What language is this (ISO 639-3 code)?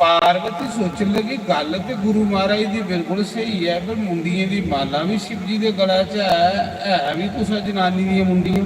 doi